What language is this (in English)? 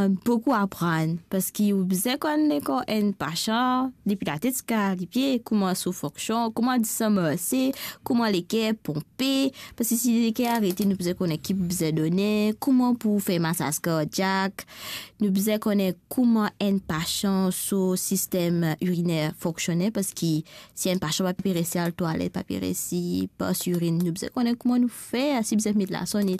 Morisyen